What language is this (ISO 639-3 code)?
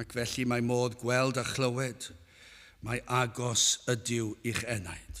cym